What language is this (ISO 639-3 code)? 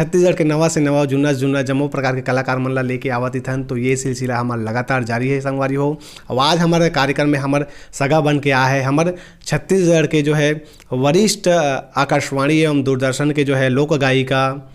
hne